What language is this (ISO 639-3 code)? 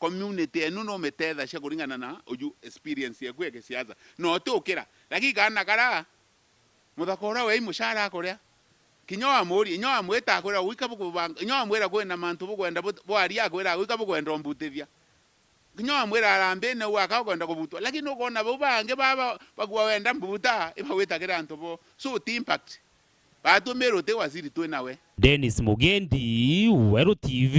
mer